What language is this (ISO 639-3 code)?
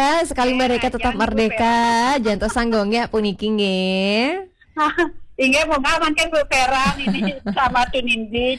ban